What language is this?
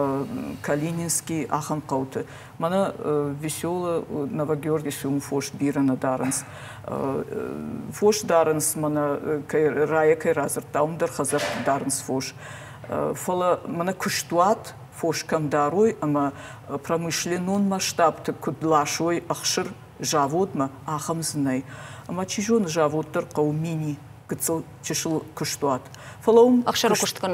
Ossetic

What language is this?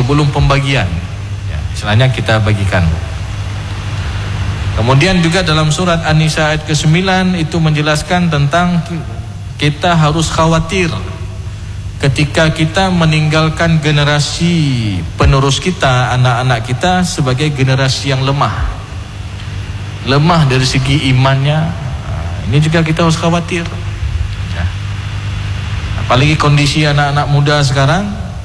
Indonesian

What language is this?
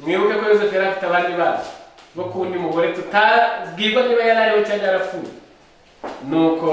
Kinyarwanda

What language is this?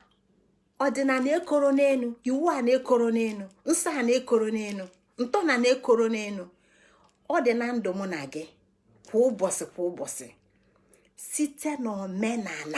Igbo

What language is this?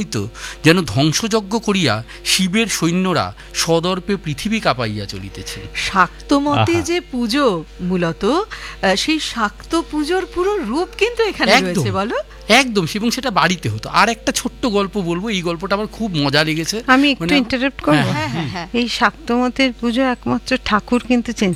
Bangla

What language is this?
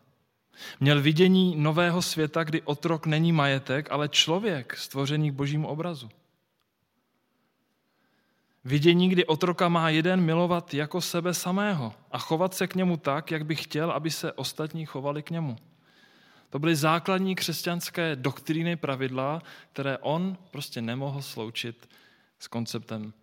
Czech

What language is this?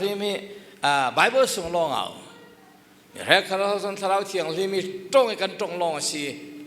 Falam Chin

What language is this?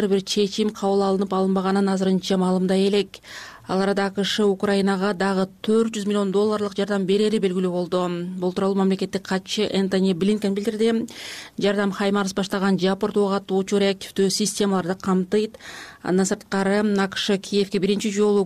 Kyrgyz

